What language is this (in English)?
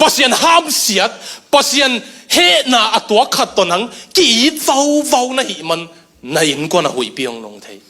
Tedim Chin